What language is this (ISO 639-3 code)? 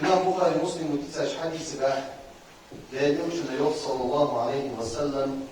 inh